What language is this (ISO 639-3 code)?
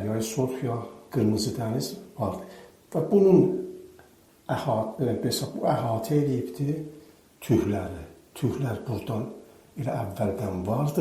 azb